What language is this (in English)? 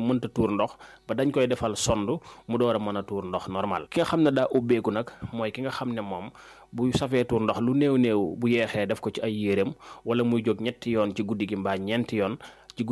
Wolof